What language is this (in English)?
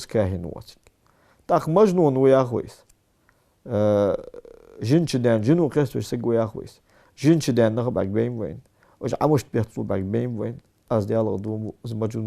Ingush